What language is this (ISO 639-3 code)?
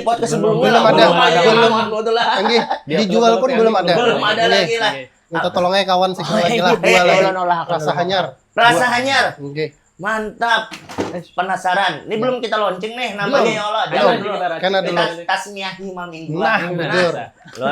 bjn